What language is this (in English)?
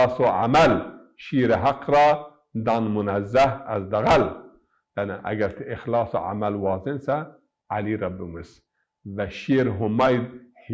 Zaza